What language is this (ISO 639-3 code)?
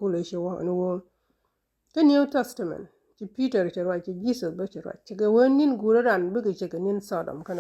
nus